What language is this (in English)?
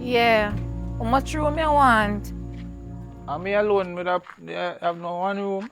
Jamaican Creole English